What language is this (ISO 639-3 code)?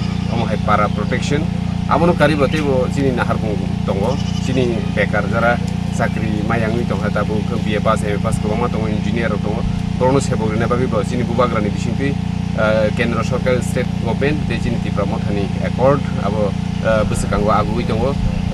trp